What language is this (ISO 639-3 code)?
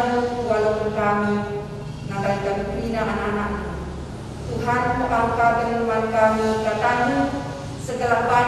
btx